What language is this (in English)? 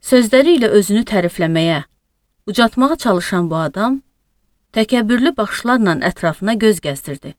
Azerbaijani